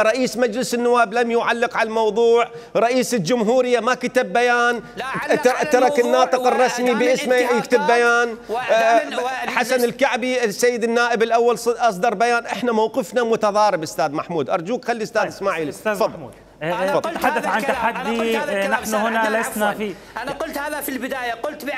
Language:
Mesopotamian Arabic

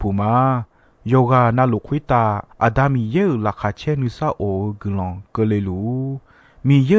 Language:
Akha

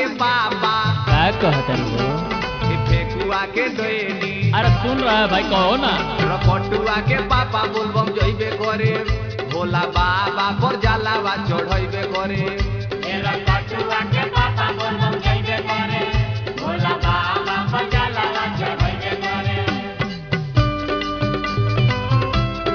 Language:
Bhojpuri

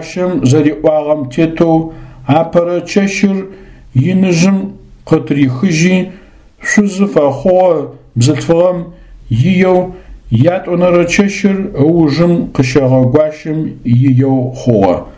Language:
Adyghe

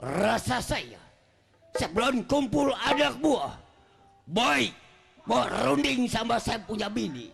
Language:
Betawi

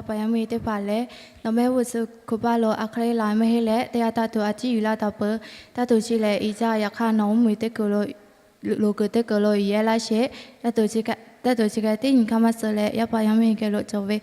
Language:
Lahu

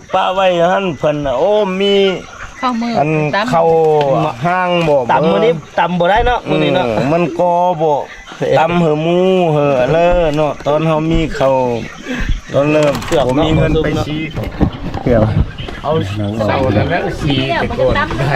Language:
Lao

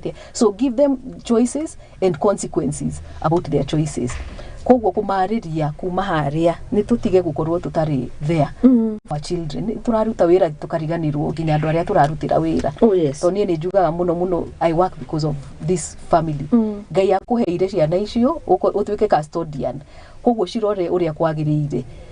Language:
Kikuyu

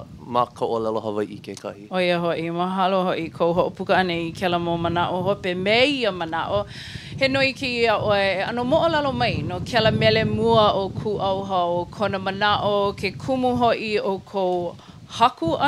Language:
Hawaiian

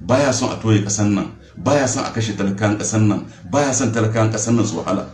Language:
Hausa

